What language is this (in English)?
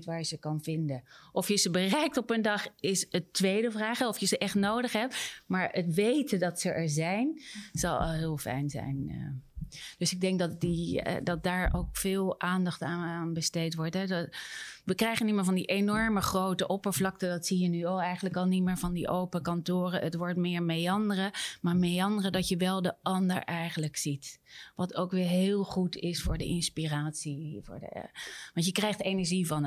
Dutch